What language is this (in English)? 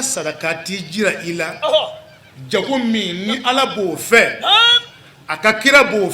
Bambara